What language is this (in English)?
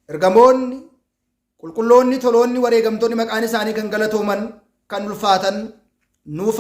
Oromo